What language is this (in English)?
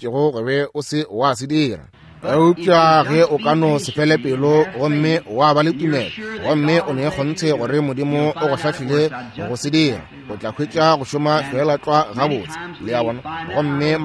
Northern Sotho